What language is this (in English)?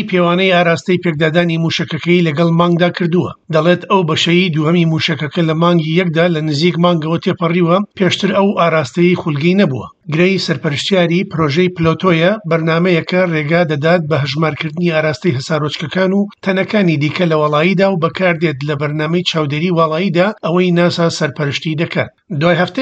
Central Kurdish